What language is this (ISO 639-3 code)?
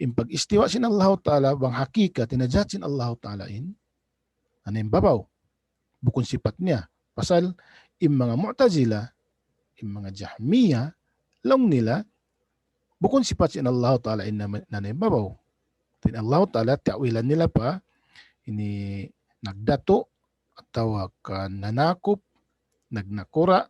tsg